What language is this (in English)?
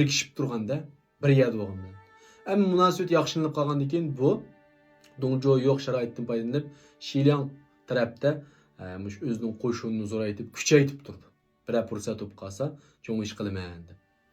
Uyghur